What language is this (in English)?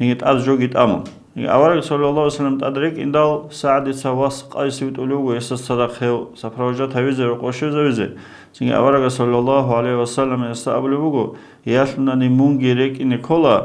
Avaric